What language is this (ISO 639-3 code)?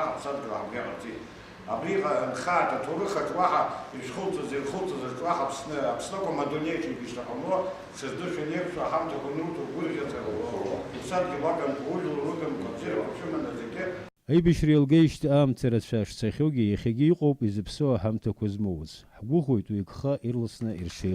abk